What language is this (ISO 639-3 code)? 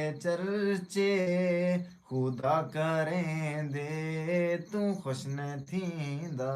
skr